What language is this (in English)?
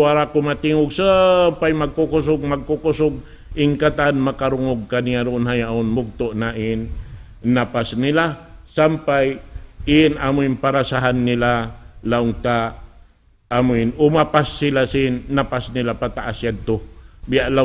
Tausug